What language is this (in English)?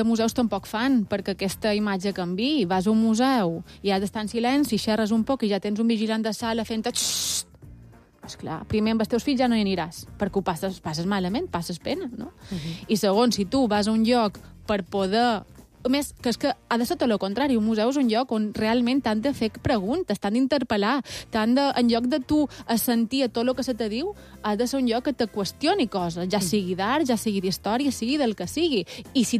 Catalan